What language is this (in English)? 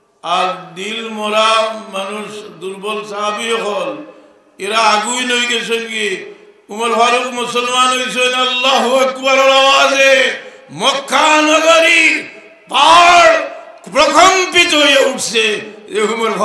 Sylheti